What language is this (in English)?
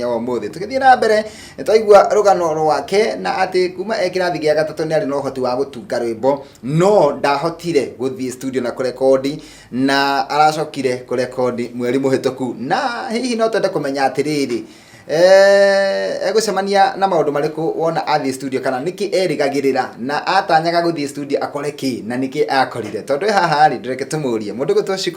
Kikuyu